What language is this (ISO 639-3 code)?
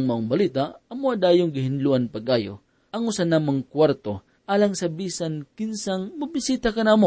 ceb